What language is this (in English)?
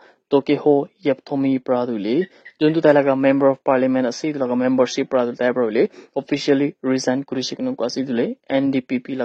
Naga Pidgin